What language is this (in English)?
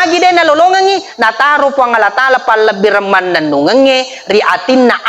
Buginese